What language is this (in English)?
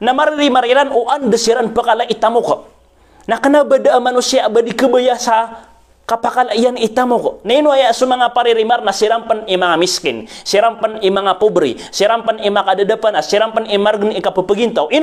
Maranao